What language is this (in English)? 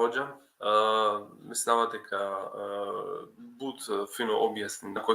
Balkan Romani